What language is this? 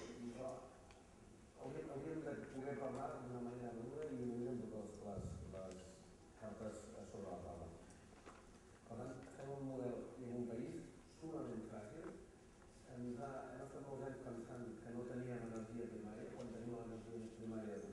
Catalan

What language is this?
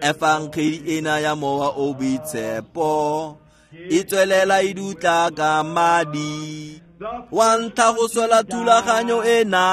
Tswana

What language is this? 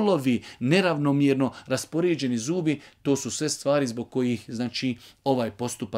Bosnian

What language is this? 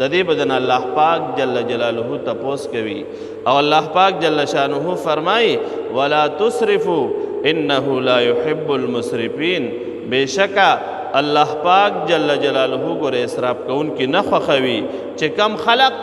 Pashto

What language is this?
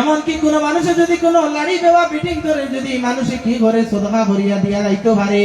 Sylheti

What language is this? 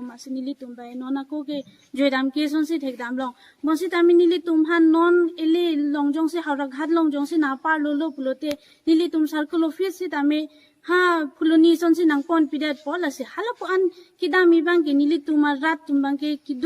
Karbi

